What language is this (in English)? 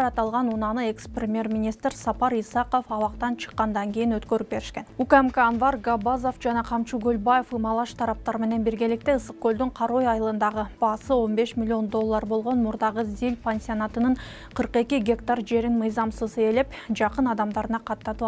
Kyrgyz